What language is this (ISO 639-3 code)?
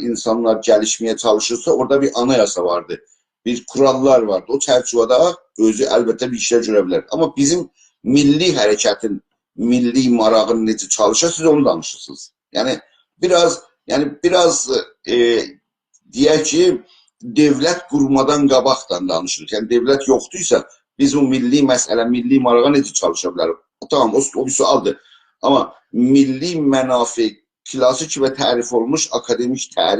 azb